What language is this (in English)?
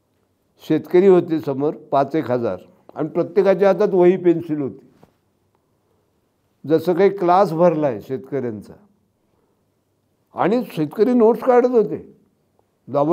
Marathi